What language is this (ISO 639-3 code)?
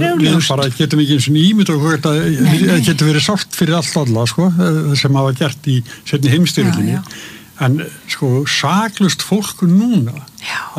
isl